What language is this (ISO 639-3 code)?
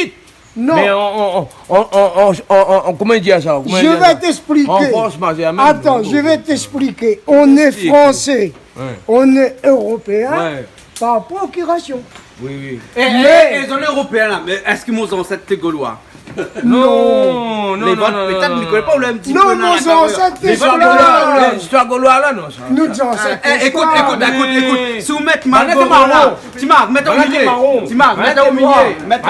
rcf